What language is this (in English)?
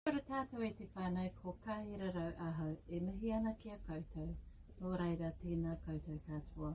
Māori